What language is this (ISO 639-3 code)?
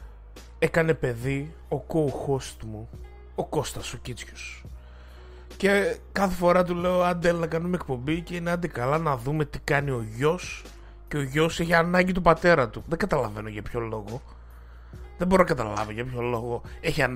ell